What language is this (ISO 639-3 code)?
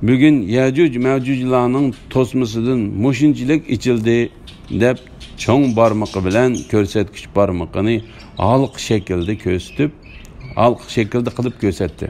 uig